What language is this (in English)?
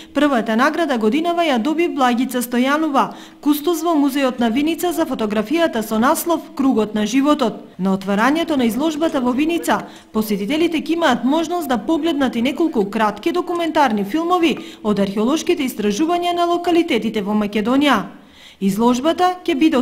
Macedonian